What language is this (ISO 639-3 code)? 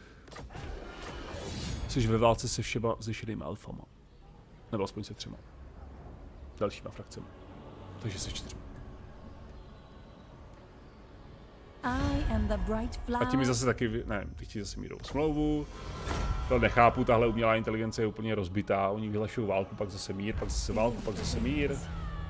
ces